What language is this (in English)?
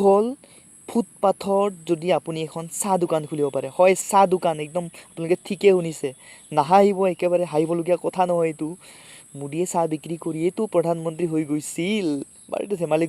Assamese